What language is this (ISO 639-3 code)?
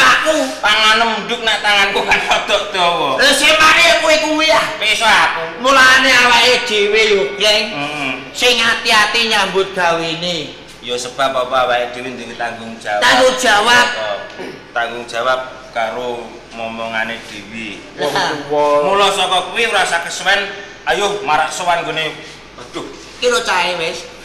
jav